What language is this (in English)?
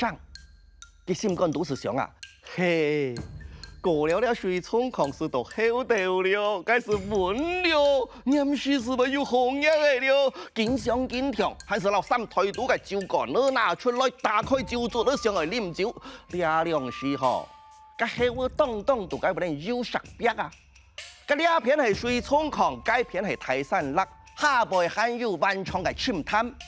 Hakka Chinese